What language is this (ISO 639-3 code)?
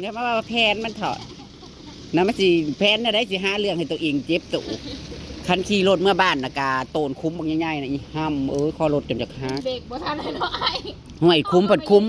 tts